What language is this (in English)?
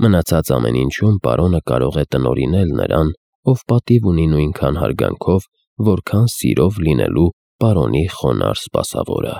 Armenian